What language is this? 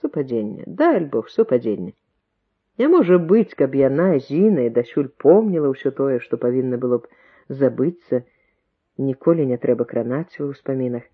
Belarusian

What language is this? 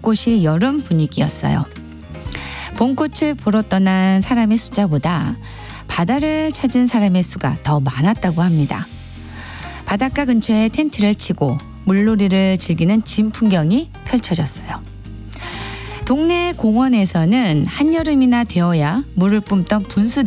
Korean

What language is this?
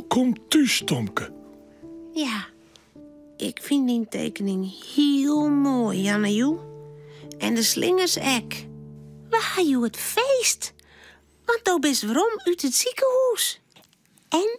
Western Frisian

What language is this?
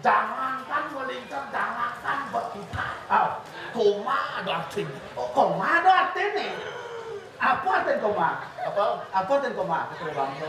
Balinese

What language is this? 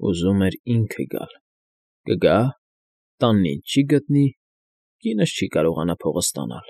Armenian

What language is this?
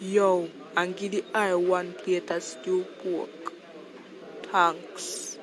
Jamaican Creole English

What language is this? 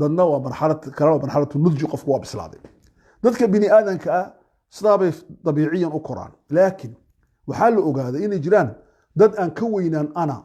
Somali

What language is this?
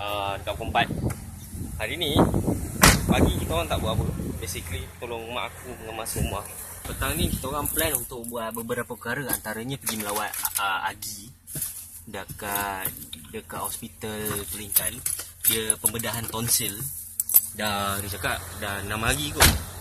Malay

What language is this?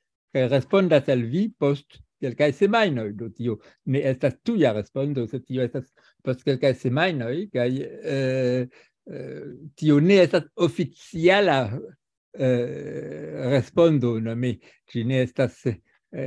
Esperanto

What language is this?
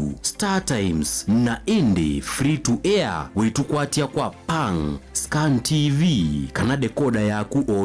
Kamba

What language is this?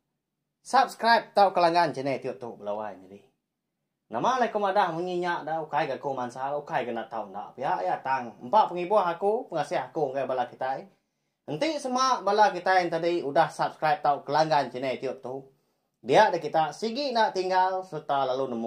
Iban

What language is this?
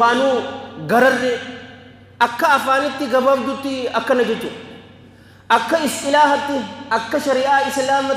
Oromo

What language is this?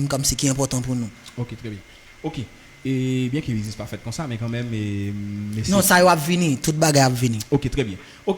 Haitian Creole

